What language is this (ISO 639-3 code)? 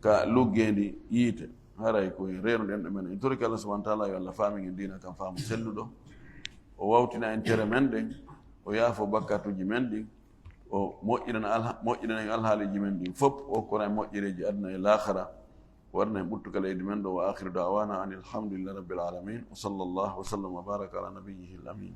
ful